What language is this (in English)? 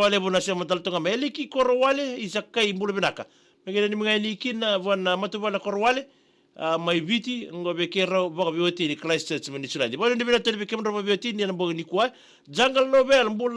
Fijian